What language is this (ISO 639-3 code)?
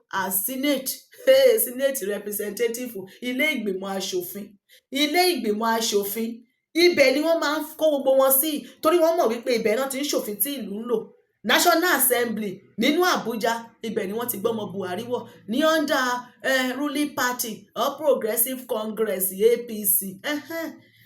yor